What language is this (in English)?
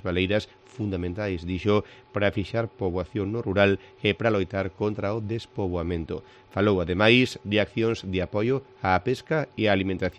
Galician